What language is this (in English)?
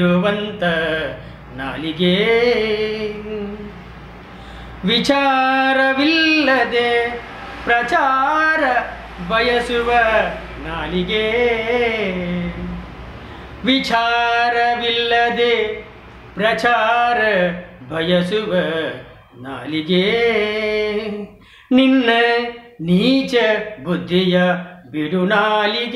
Kannada